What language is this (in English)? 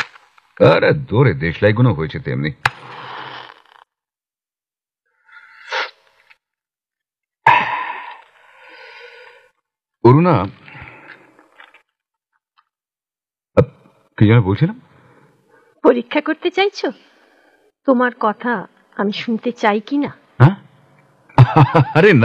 Bangla